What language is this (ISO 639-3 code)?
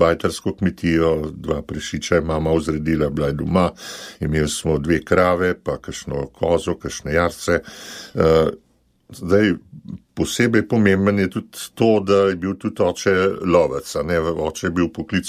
slv